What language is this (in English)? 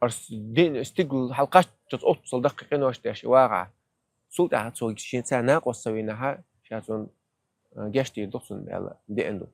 Chechen